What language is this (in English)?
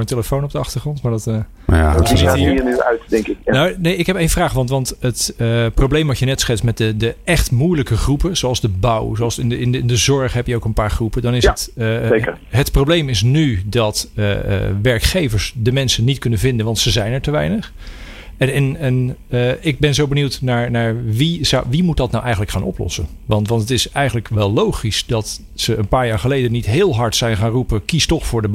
Dutch